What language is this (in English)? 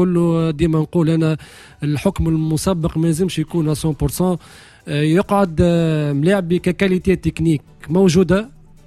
Tunisian Arabic